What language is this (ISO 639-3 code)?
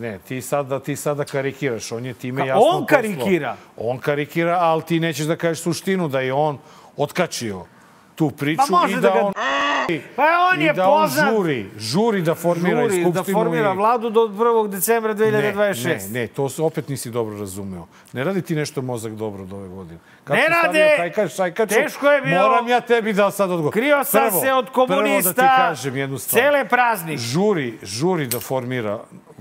srp